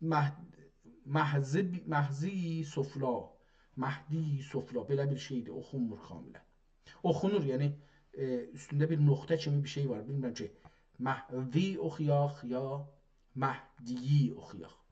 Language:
South Azerbaijani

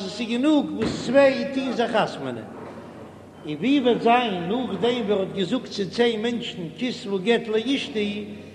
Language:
Yiddish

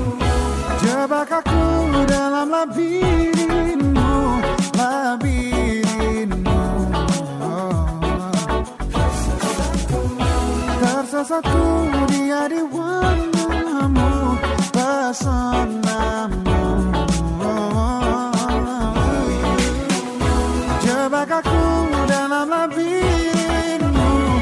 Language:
Indonesian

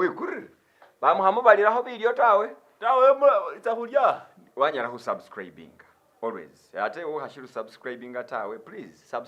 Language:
Masaaba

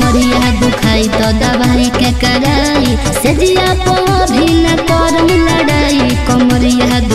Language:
Bhojpuri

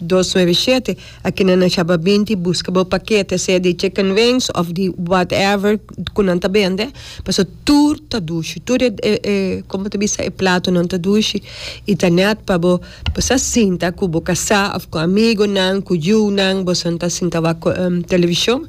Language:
Papiamento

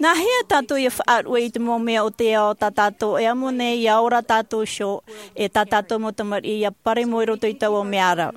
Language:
Tahitian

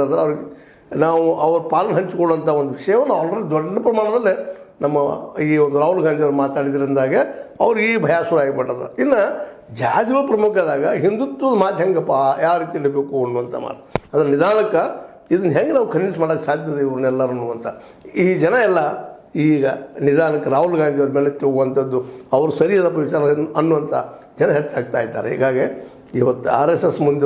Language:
Kannada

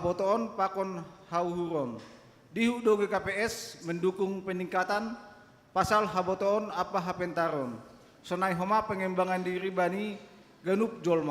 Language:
Batak Simalungun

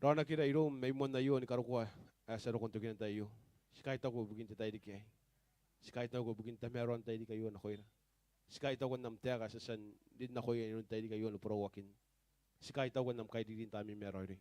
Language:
Gilbertese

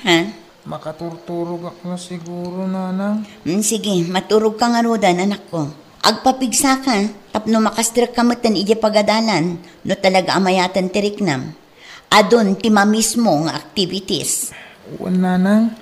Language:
Iloko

